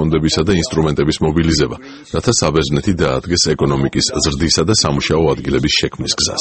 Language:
Georgian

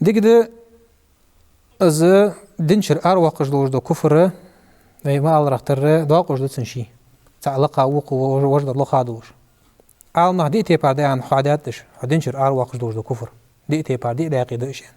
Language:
Ingush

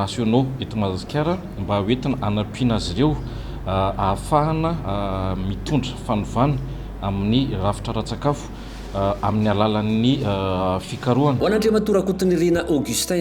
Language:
Malagasy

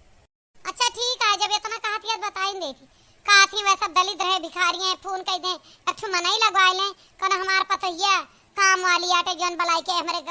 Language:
Awadhi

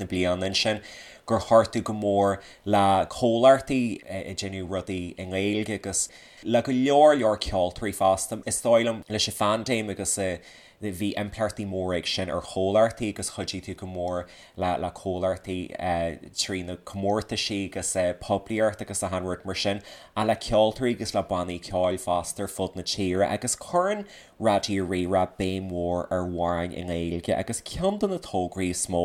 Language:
Irish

